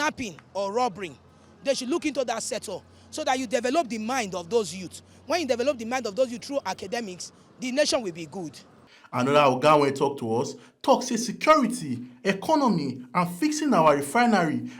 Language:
Nigerian Pidgin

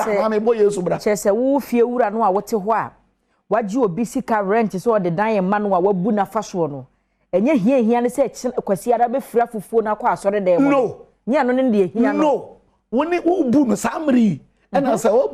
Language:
Akan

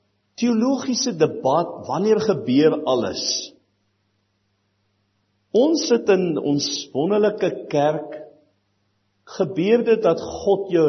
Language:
Afrikaans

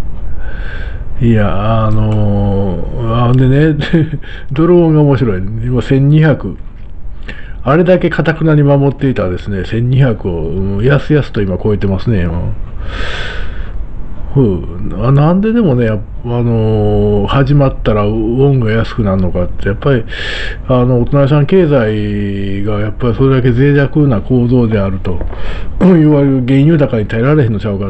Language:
Japanese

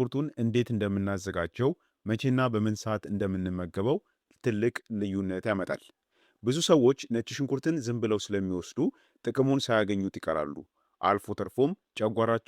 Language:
Amharic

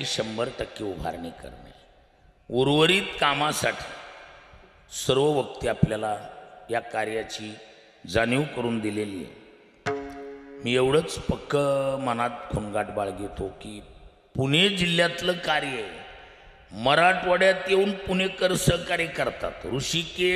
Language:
Marathi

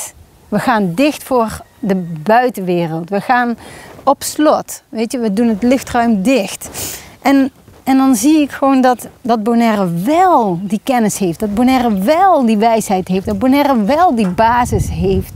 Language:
Dutch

